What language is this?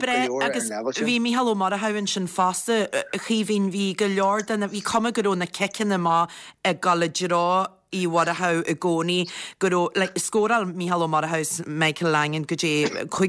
Irish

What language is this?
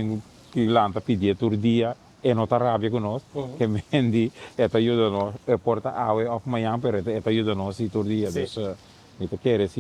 Papiamento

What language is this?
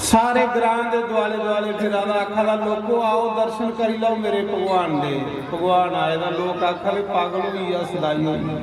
Dogri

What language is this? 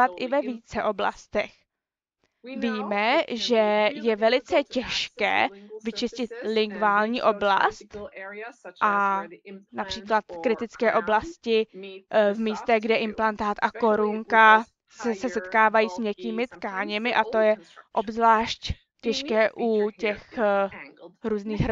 Czech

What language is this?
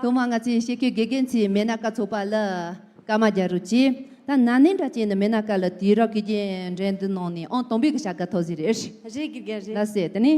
Tibetan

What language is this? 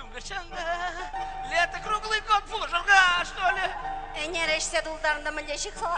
Chuvash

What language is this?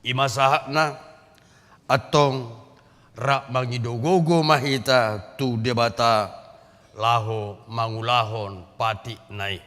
Batak Toba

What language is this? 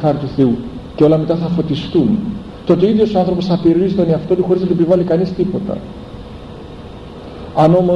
Greek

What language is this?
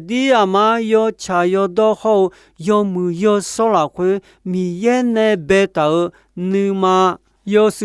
Akha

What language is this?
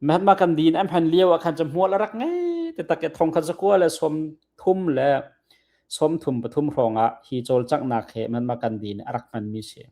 Hakha Chin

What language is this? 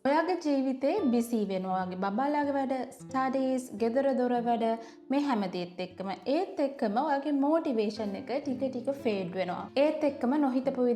Sinhala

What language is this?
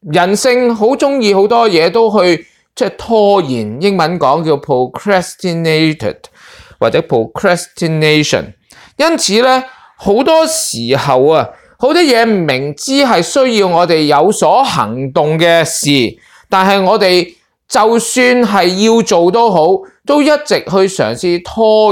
Cantonese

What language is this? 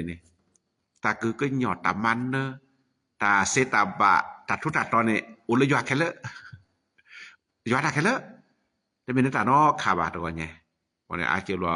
S'gaw Karen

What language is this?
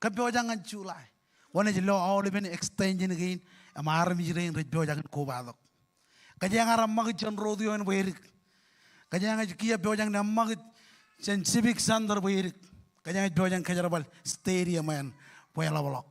Marshallese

